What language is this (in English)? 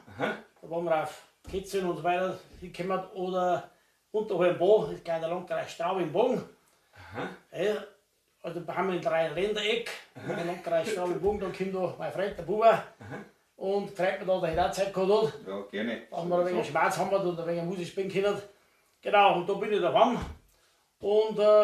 Bavarian